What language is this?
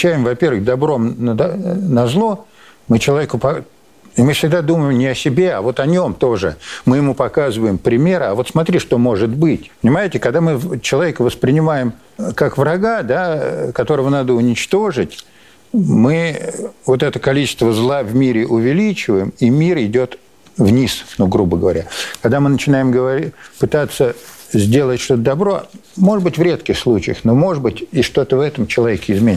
Russian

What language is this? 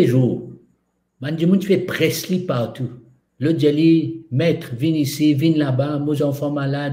Morisyen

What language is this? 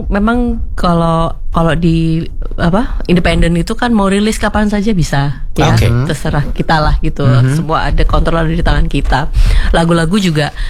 Indonesian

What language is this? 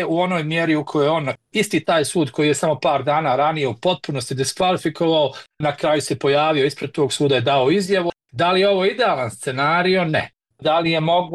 Bosnian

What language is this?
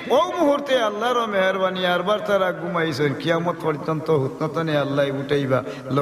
Sylheti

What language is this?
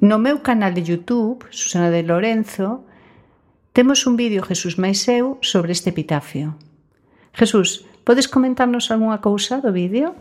Galician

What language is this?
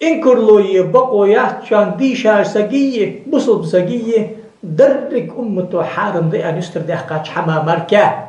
Ingush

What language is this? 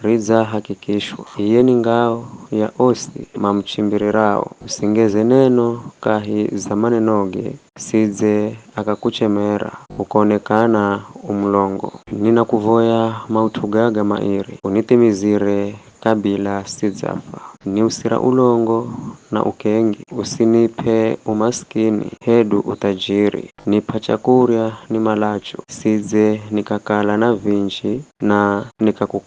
Giryama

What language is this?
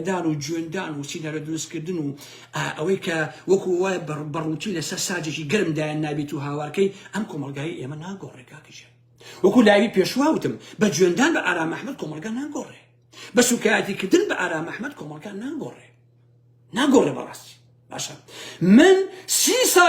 Central Kurdish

